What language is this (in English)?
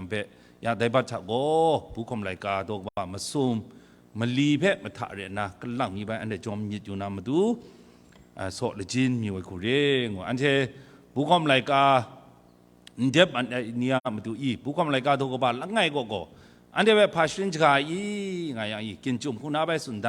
Kachin